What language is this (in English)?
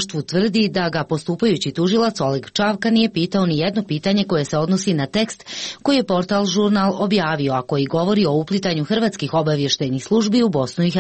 Serbian